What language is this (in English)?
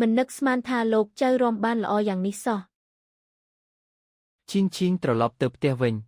Khmer